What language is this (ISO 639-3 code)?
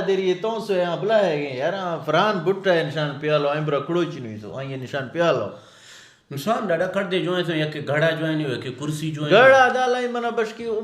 bgp